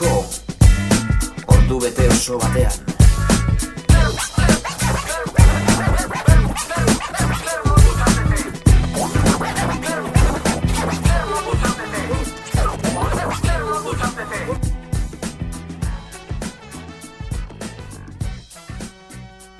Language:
Basque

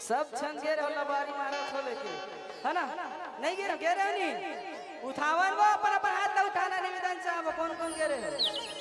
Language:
Chhattisgarhi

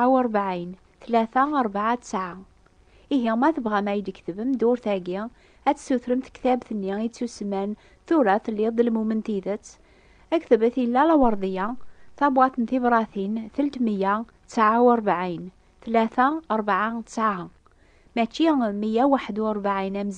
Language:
Kabyle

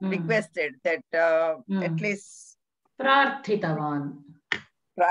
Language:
Sanskrit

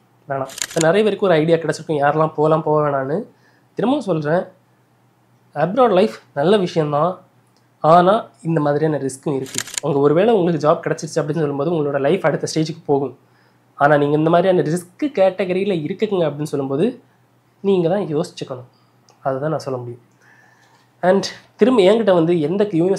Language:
Tamil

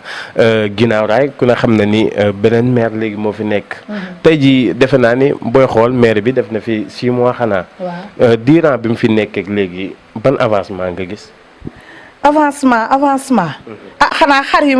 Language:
Wolof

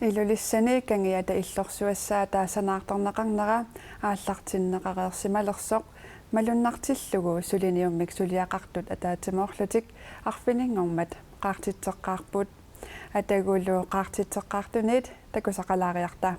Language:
Kalaallisut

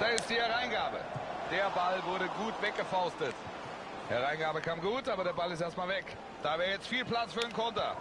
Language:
Swiss German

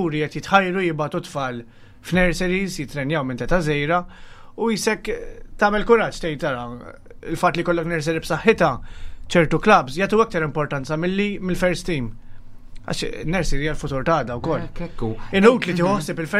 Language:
Maltese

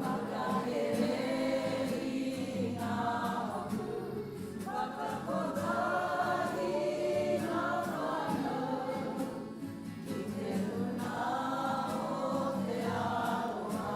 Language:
Māori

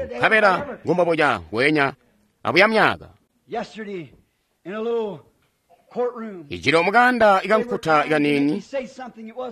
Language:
Tonga (Zambia)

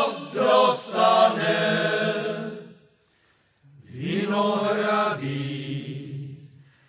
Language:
Czech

